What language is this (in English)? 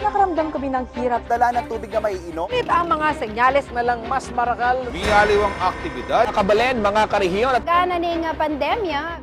Pampanga